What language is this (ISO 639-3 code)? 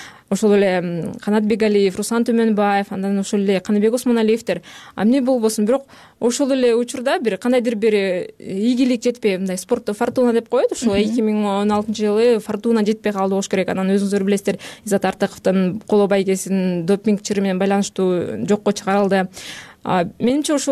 kir